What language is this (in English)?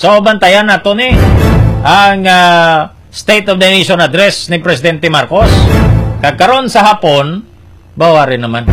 Hiligaynon